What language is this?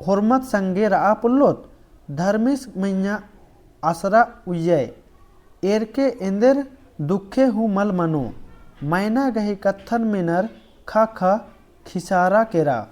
Kurukh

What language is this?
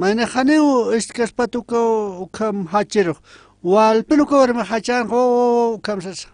Aymara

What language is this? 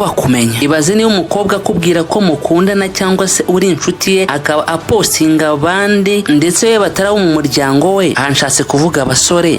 Kinyarwanda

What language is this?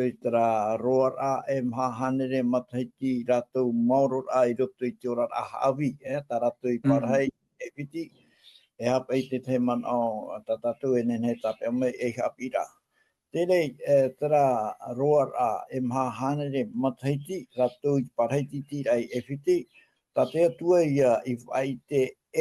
Tahitian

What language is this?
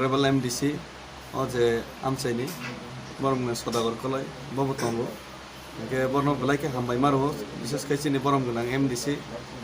Kok Borok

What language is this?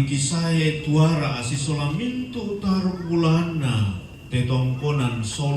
Toraja-Sa'dan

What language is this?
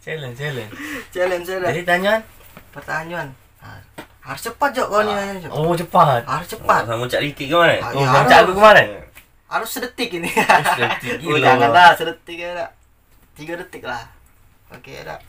Musi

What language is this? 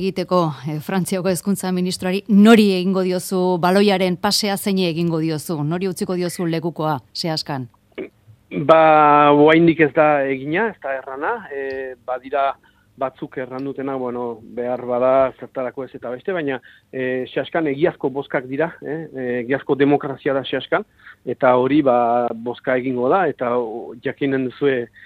Basque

